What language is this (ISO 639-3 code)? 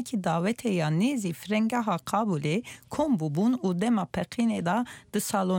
kur